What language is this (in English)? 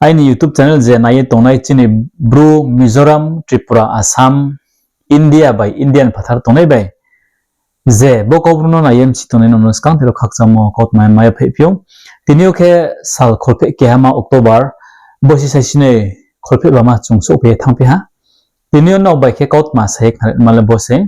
Riang (India)